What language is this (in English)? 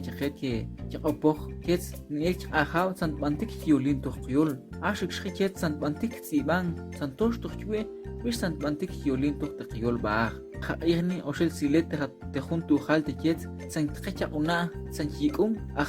Tektiteko